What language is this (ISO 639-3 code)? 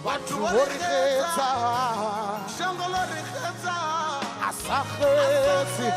ven